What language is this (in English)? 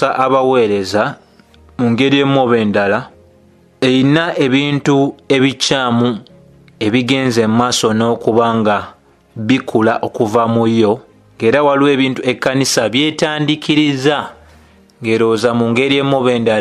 Ganda